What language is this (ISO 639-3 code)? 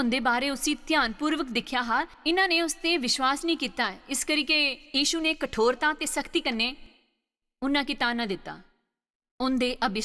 doi